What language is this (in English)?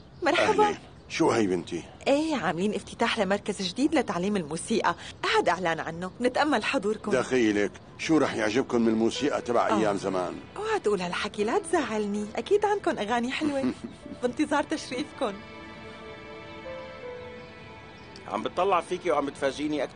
North Levantine Arabic